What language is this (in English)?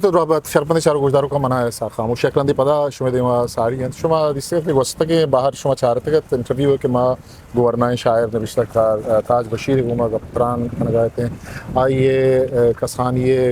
Eastern Balochi